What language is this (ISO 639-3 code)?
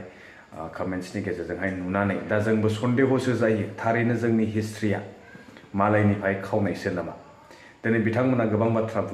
brx